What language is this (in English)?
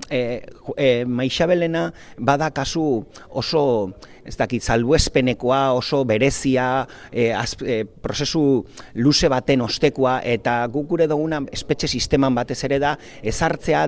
Basque